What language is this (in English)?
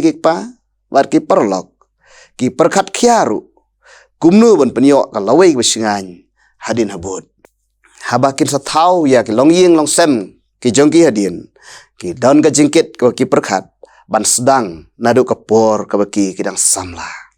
Khasi